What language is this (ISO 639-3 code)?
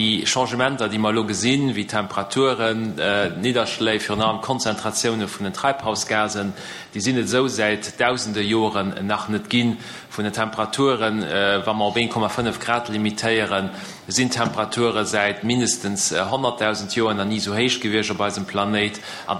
ltz